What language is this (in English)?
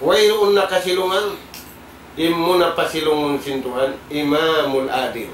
Tausug